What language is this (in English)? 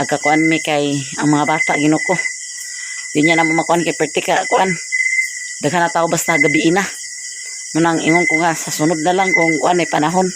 Cebuano